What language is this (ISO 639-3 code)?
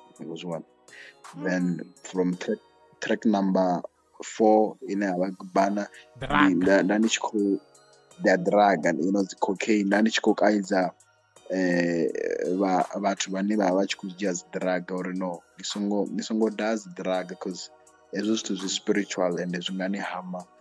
ven